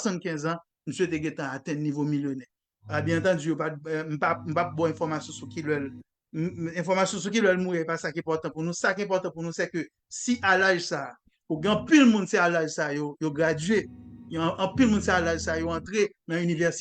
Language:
Haitian Creole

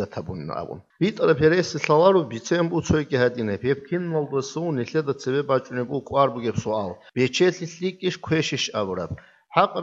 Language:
Avaric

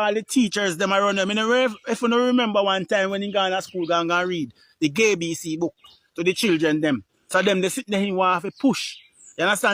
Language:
Jamaican Creole English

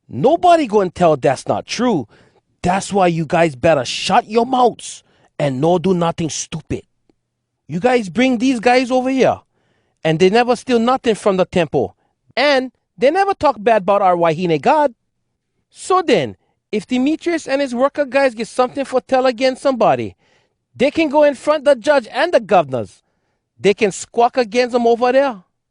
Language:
Hawai'i Creole English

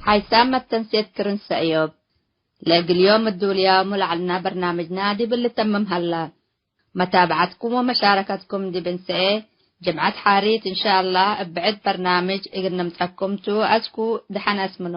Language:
Tigre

